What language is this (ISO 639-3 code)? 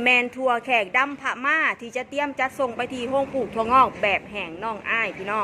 tts